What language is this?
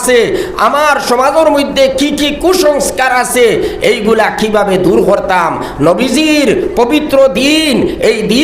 Sylheti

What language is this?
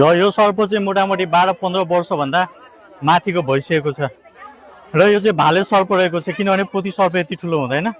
Nepali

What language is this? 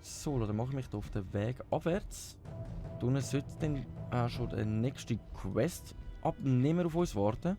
Swiss German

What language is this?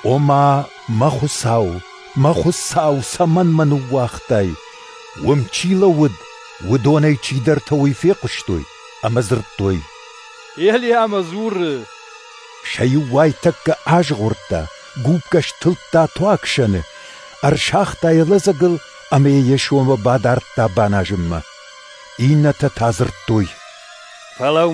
Ossetic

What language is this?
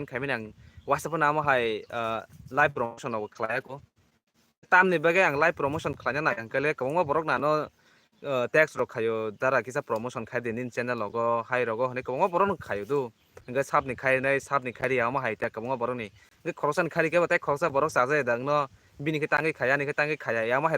Kok Borok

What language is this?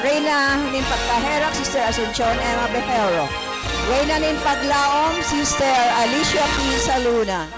Bikol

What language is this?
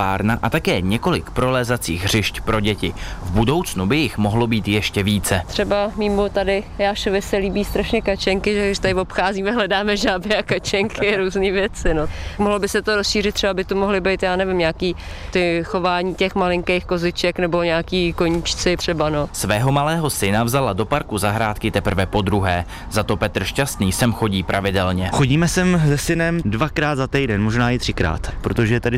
Czech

